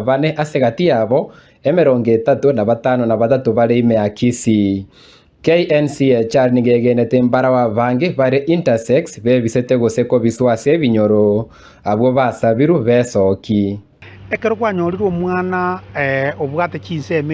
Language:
Gusii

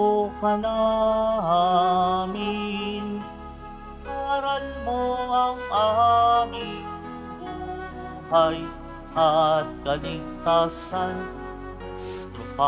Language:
Filipino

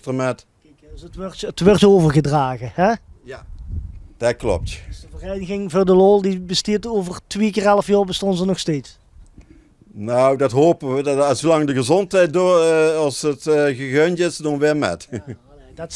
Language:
Limburgish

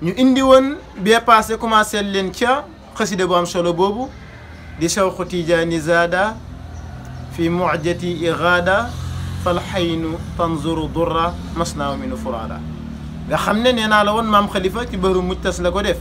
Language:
Wolof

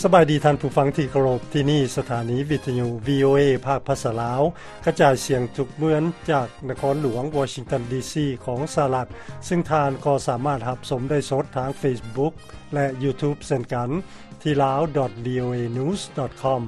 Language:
Lao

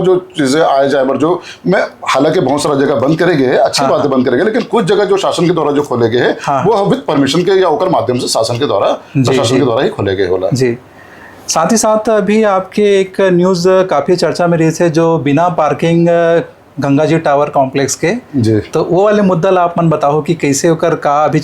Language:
Chhattisgarhi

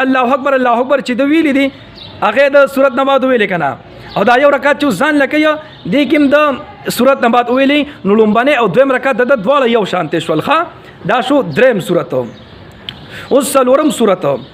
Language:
Pashto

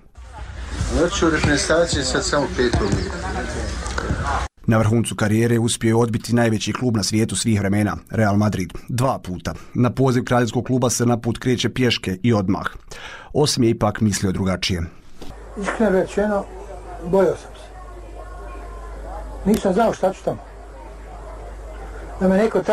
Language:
Bosnian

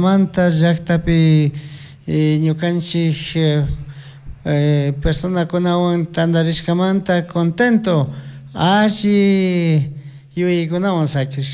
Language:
Chimborazo Highland Quichua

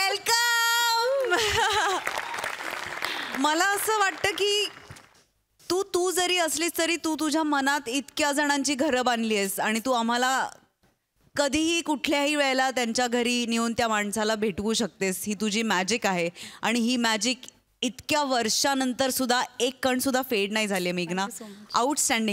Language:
Marathi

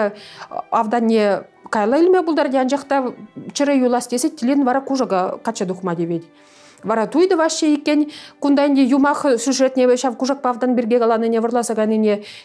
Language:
Chuvash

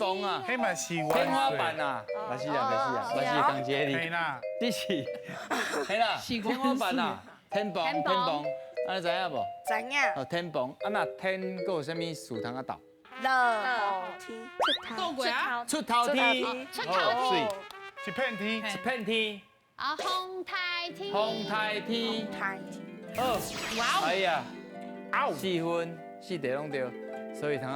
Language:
Min Nan Chinese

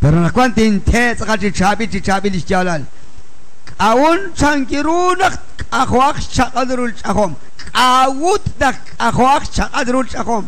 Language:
Kekchí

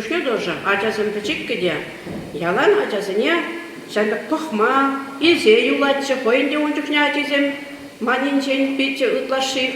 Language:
Chuvash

